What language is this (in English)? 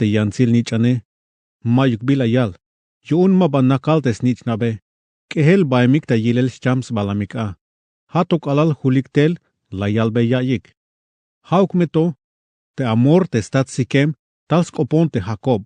Tzeltal